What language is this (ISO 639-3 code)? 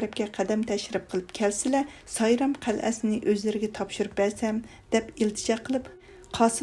uig